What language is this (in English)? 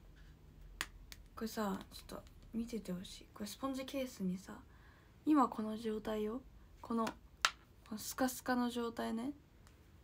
Japanese